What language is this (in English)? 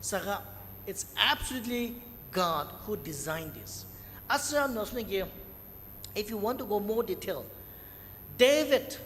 Ao Naga